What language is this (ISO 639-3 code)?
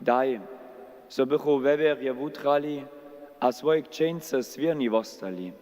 hsb